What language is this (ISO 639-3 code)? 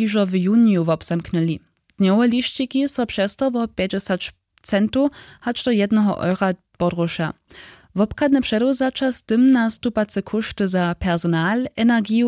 hsb